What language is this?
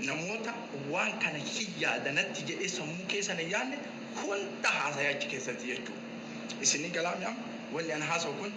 Oromo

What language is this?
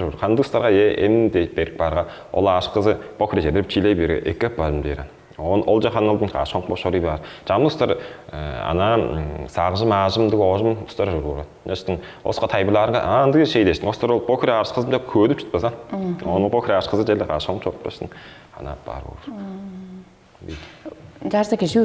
Tuvinian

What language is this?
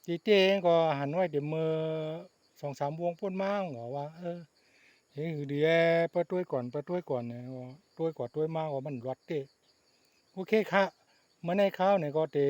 Shan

